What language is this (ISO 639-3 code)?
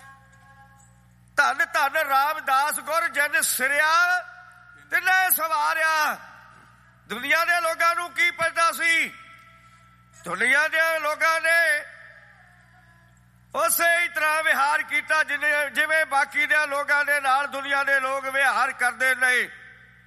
pan